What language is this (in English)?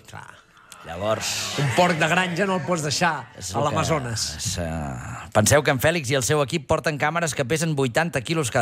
Catalan